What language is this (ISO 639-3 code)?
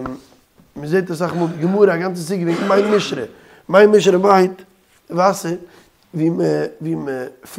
yid